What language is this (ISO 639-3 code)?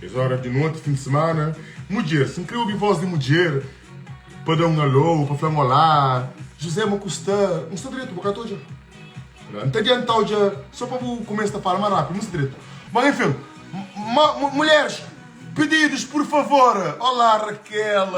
kea